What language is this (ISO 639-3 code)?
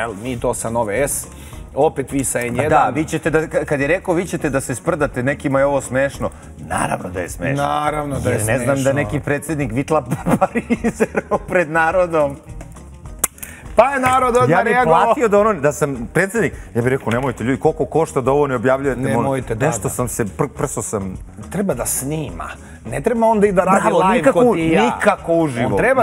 srp